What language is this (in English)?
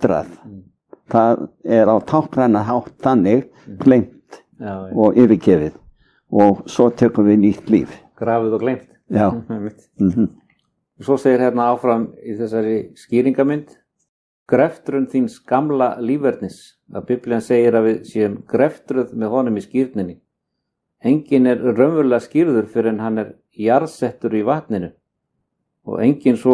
Icelandic